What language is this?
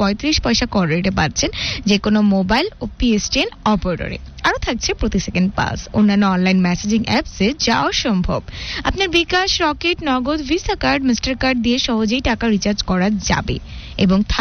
Bangla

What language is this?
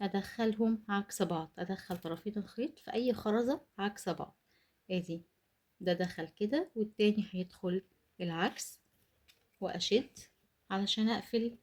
Egyptian Arabic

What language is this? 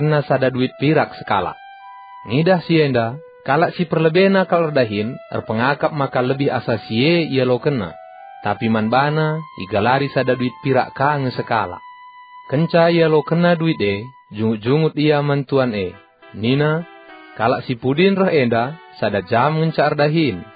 Batak Karo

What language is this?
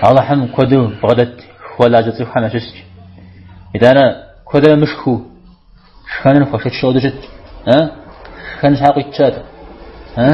Kabardian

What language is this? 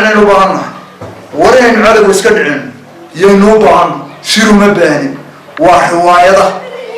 Somali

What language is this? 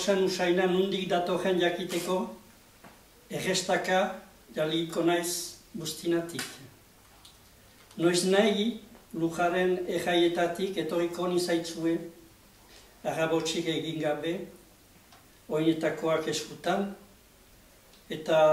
Basque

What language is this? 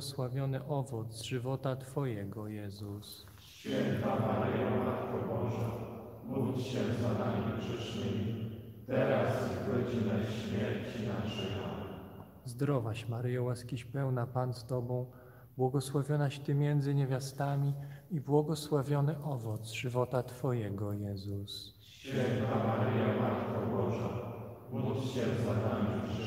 Polish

